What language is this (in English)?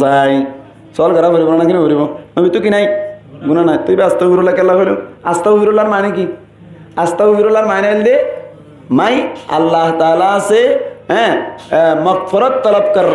Rohingya